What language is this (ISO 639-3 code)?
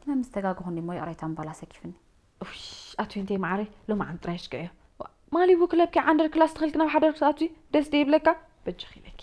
tir